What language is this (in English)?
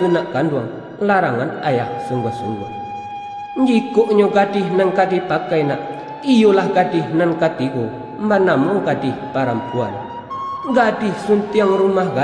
Minangkabau